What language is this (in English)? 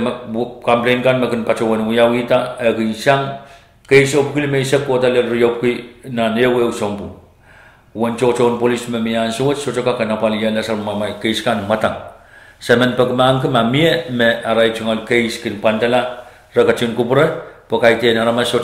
Pohnpeian